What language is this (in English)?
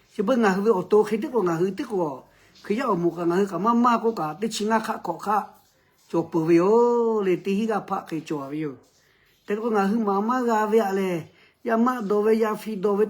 Lahu